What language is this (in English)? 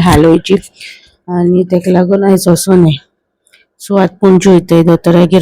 Konkani